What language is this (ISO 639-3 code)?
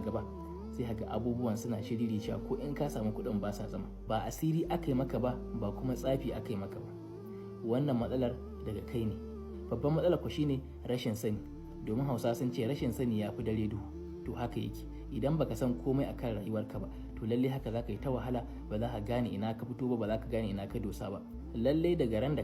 hau